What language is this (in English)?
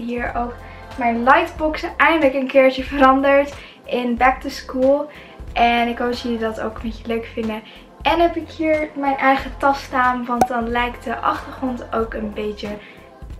Dutch